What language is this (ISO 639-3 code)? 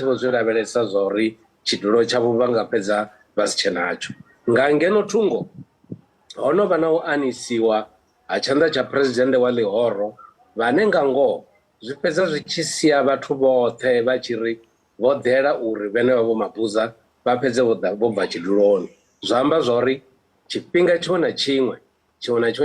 ven